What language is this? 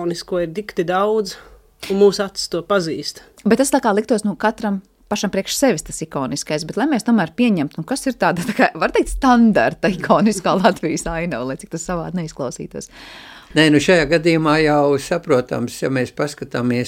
Latvian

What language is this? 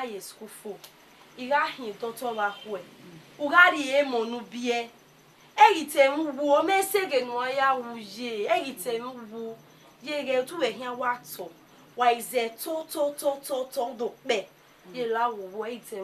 Bini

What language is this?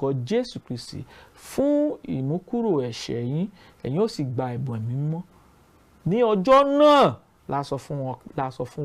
Yoruba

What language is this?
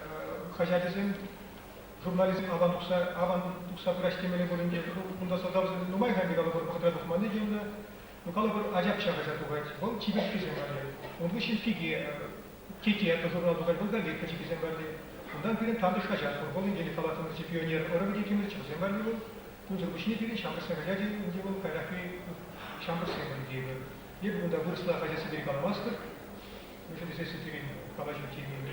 Chuvash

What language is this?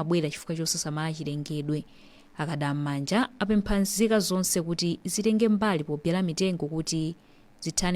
Nyanja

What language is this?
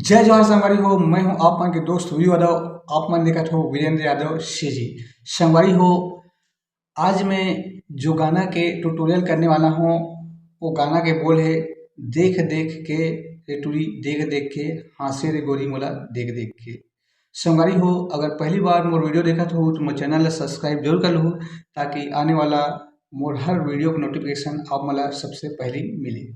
Chhattisgarhi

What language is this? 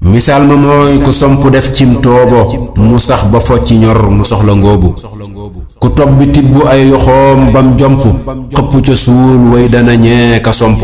Wolof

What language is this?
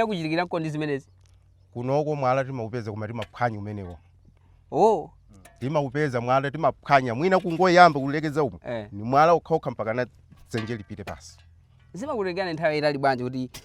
Nyanja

